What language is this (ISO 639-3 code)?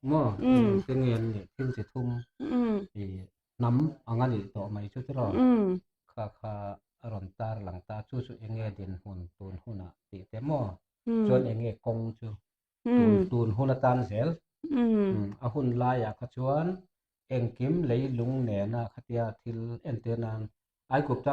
lus